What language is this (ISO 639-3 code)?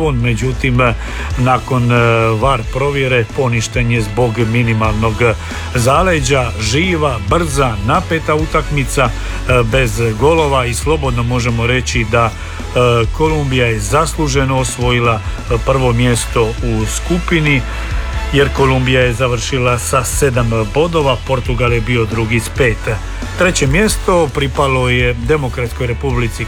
hrv